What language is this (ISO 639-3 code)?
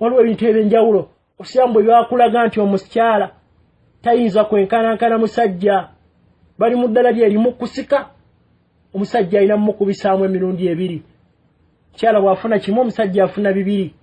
lug